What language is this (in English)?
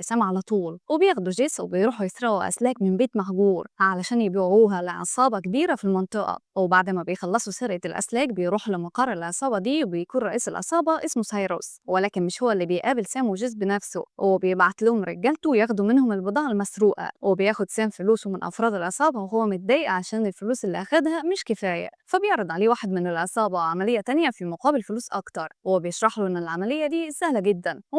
Egyptian Arabic